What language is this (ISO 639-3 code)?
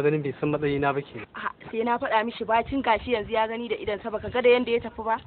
hau